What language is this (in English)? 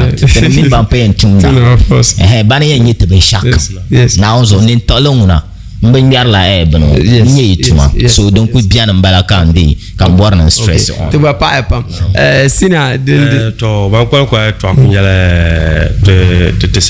Dagbani